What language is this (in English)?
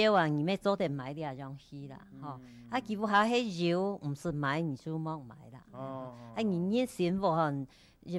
Hakka Chinese